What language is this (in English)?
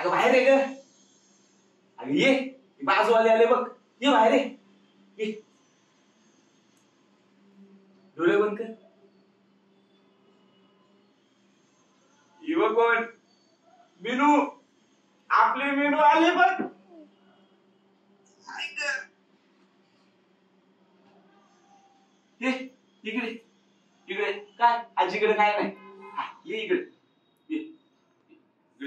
Marathi